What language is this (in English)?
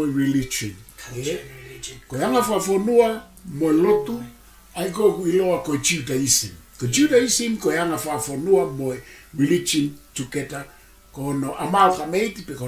Tongan